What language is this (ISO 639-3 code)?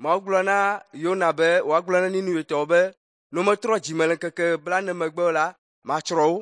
ewe